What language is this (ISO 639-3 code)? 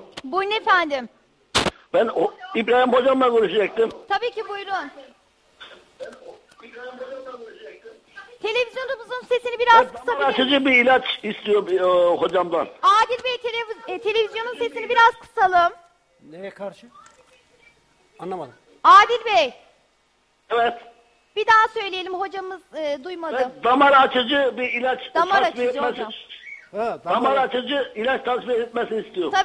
tur